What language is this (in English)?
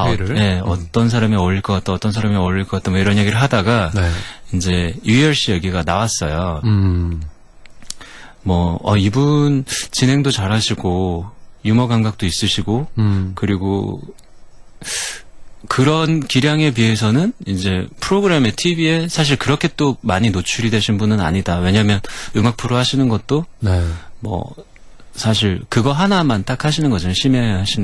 Korean